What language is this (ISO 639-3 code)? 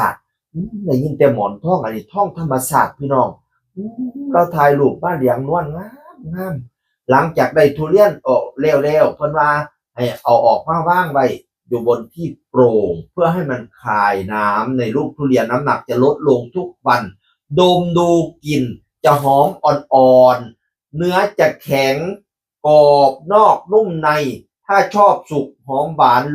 tts